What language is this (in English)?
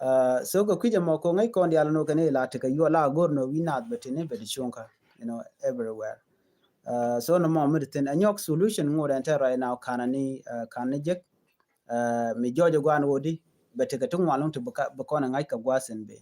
Nuer